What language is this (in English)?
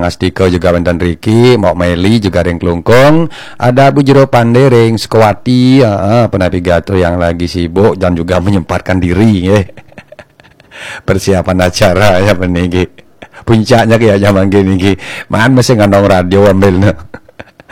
Balinese